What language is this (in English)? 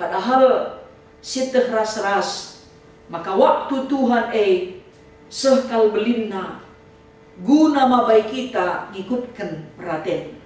Batak Karo